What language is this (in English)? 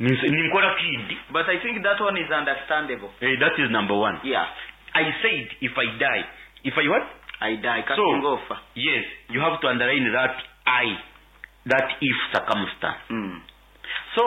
Nyoro